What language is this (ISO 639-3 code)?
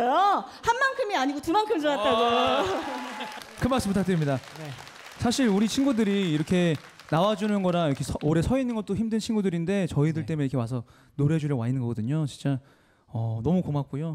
kor